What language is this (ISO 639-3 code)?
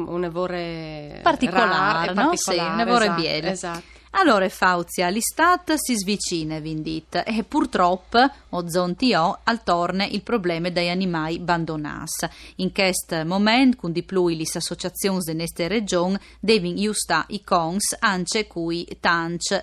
fur